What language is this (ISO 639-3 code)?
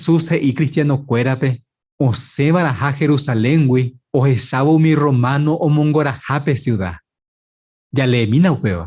grn